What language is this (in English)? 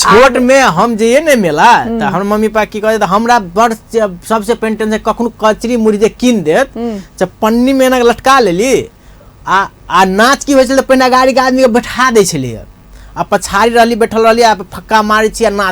Maithili